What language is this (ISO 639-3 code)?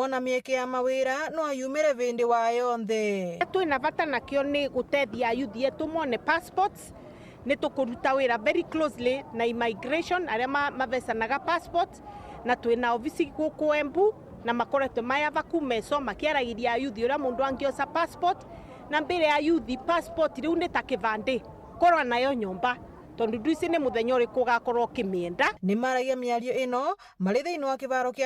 mer